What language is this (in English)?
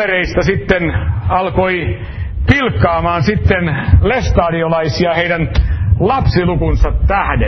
Finnish